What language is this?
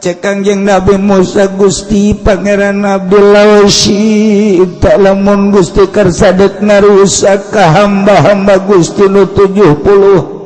Sundanese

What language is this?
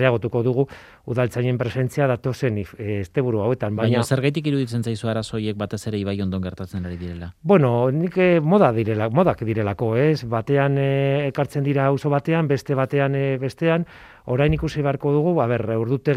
Basque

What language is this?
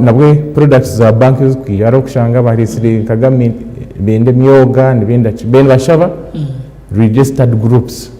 Nyankole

